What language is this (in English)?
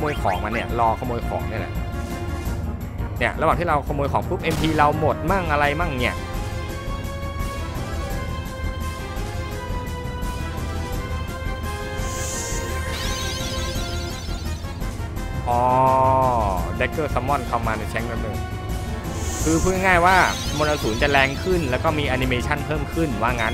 Thai